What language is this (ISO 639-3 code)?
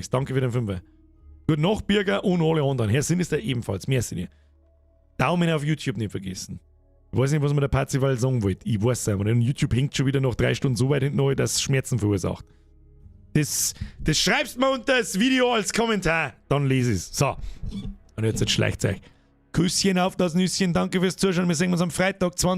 bar